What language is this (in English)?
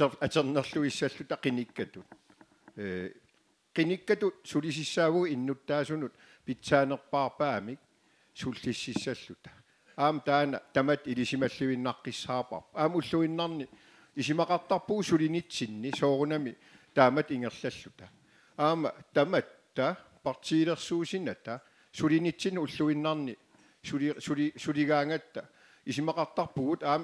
Kalaallisut